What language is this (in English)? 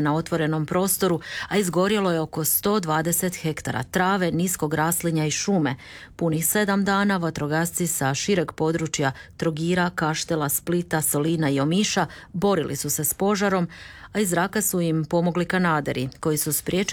Croatian